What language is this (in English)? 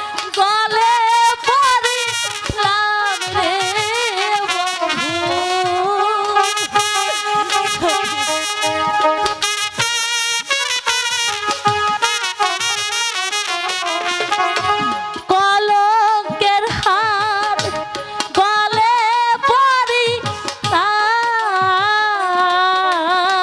Bangla